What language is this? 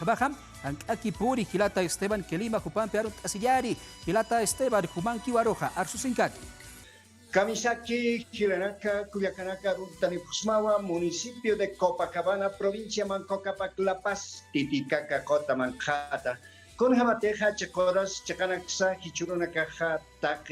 Aymara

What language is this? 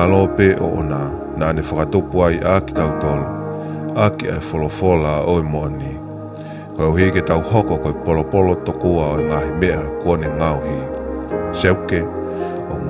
Tongan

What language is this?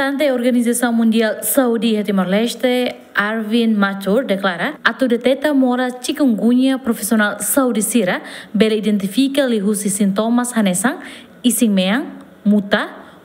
Tetum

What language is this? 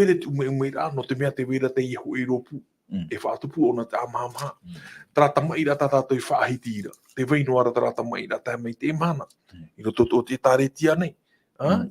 Tahitian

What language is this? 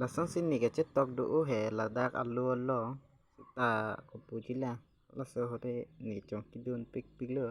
Karbi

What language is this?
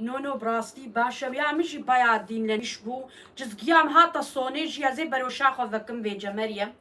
Kurdish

